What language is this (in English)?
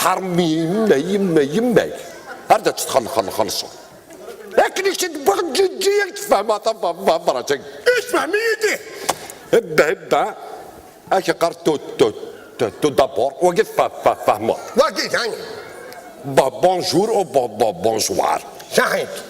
Kabyle